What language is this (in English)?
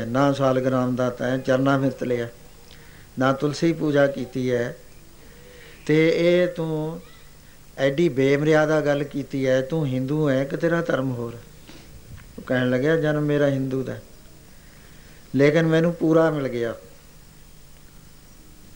Punjabi